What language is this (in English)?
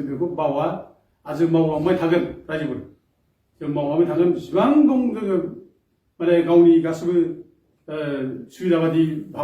Bodo